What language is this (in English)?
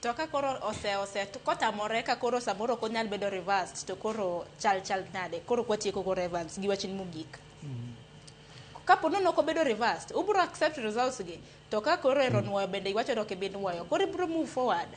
Luo (Kenya and Tanzania)